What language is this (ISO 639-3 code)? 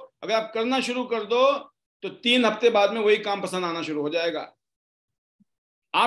hin